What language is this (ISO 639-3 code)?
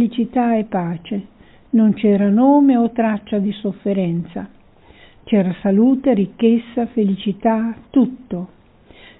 ita